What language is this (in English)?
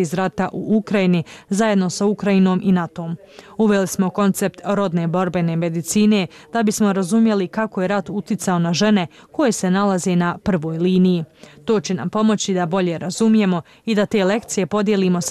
Bosnian